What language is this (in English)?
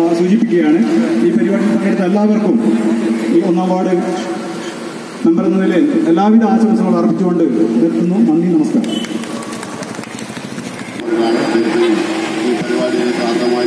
Malayalam